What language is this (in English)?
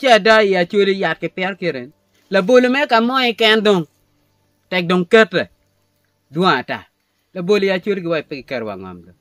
Acoli